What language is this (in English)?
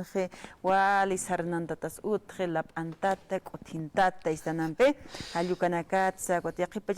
Aymara